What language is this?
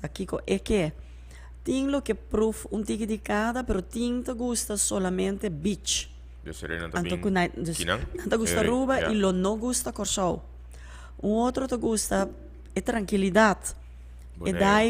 Papiamento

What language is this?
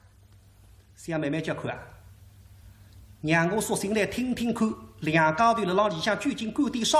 Wu Chinese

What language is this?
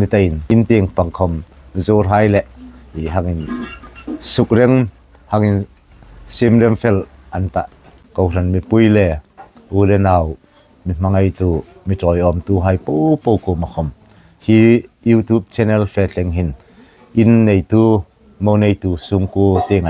Hmar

